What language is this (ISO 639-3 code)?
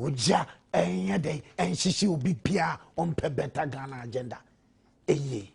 aka